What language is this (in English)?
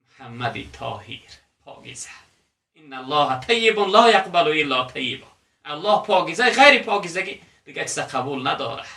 Tajik